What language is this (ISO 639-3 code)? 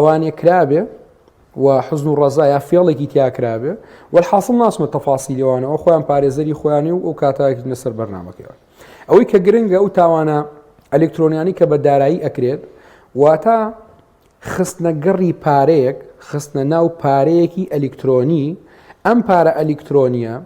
ckb